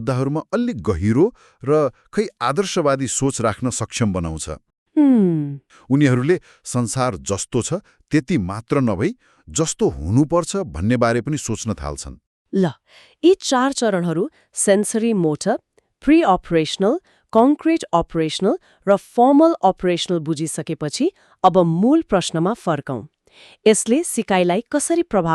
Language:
Nepali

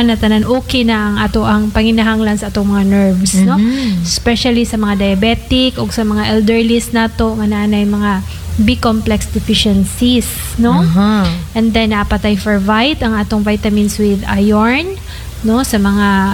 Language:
Cebuano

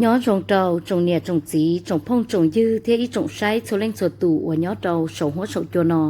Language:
Hmong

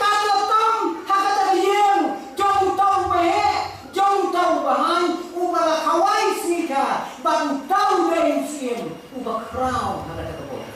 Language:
Khasi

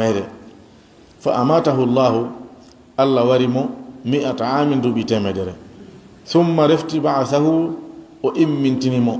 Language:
Fula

